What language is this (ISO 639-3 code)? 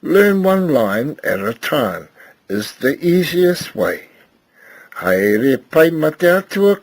mri